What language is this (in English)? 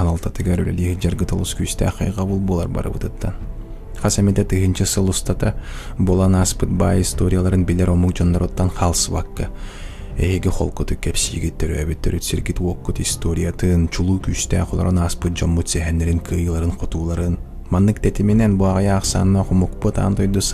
Yakut